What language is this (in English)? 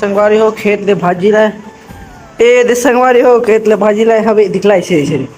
Chhattisgarhi